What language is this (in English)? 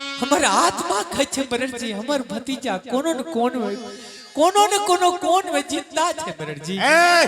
Angika